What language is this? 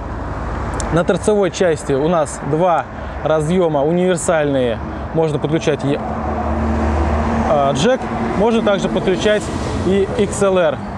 Russian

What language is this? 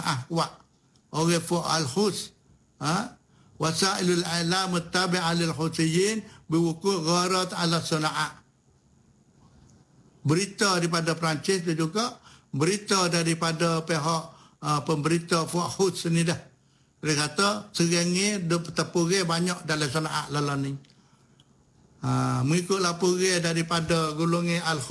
Malay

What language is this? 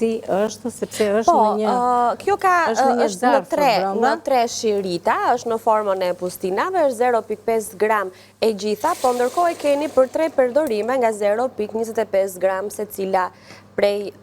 Albanian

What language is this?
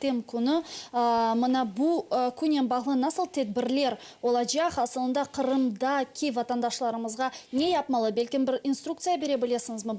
Crimean Tatar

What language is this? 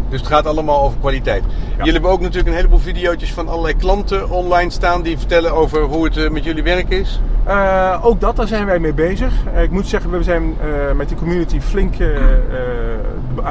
Dutch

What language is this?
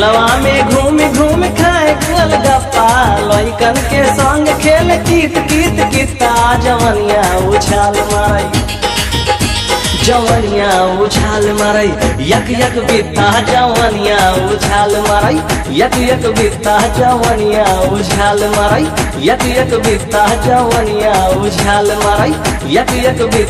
Bhojpuri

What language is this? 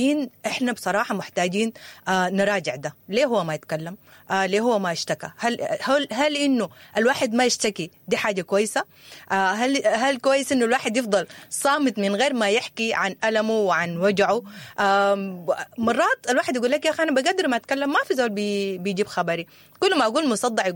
Sudanese Arabic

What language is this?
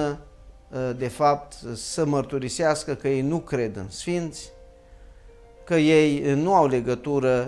Romanian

